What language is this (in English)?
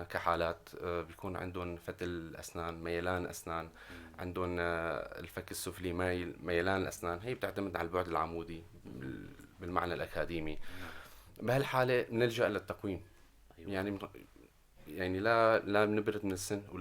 North Levantine Arabic